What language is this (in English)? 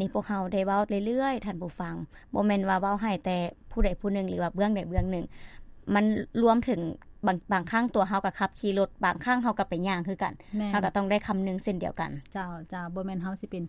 Lao